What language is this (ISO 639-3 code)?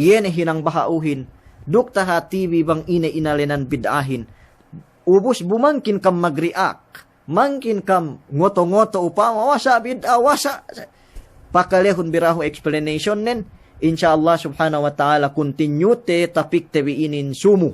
yka